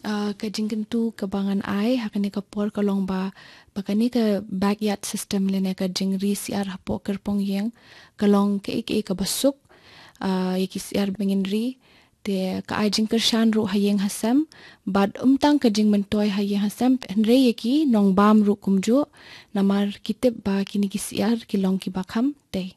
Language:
Khasi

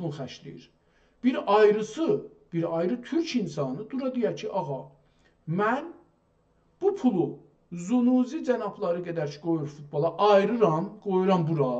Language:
South Azerbaijani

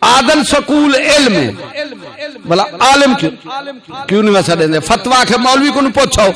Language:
Saraiki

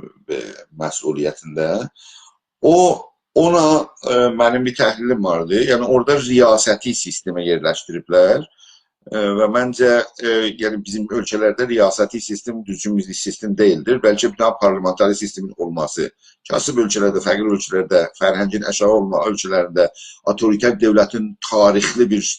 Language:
South Azerbaijani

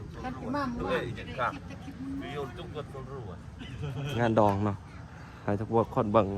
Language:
Lao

